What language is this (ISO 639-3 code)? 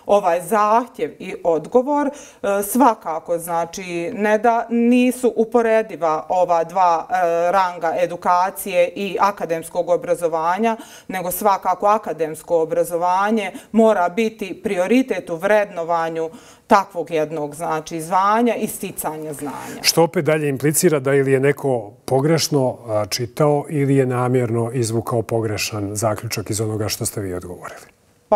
bos